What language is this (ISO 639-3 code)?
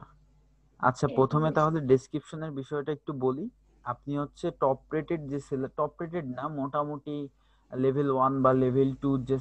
ben